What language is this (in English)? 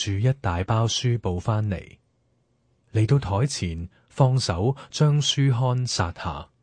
Cantonese